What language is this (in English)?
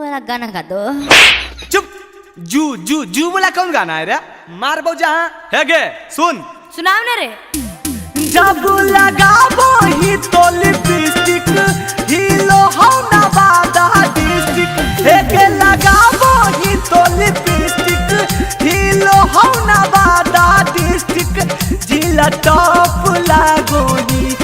Magahi